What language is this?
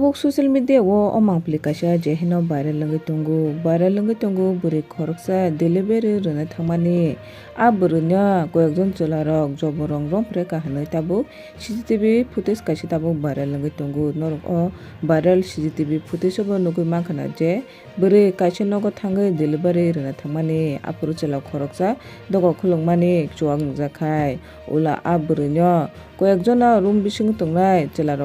Kok Borok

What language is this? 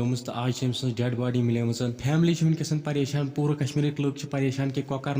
Kashmiri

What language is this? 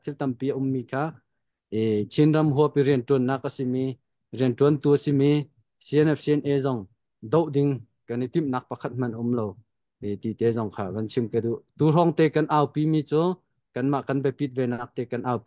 Hakha Chin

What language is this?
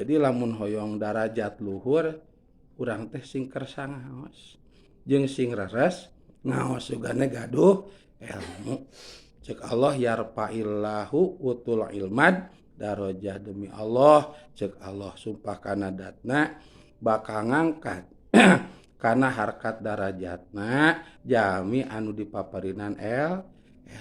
Sundanese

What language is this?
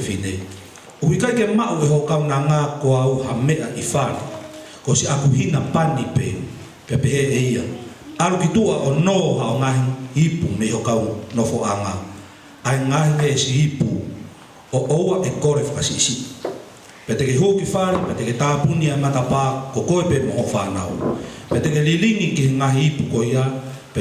Tongan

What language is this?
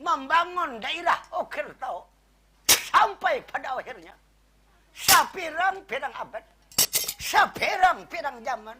Banjar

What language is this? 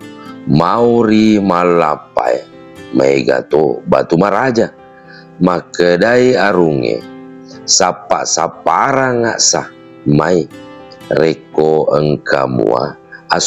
Buginese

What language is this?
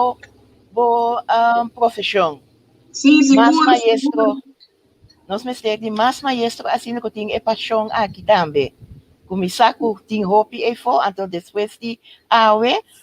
Papiamento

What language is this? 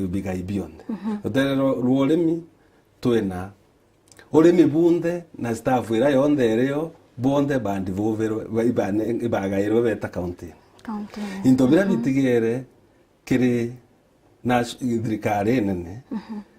Meru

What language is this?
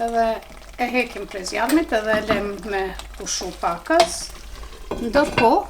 Albanian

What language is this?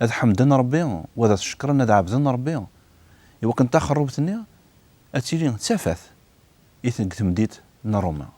Kabyle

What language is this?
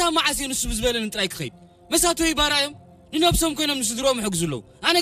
Tigrinya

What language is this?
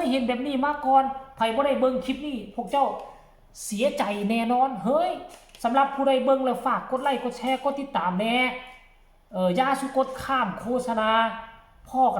Northeastern Thai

